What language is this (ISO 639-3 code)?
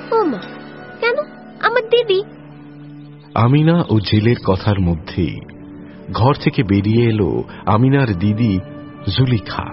ben